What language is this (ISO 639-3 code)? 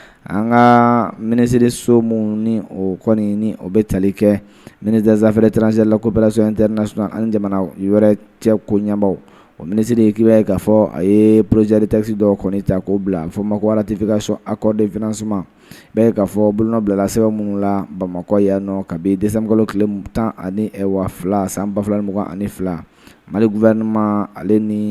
bam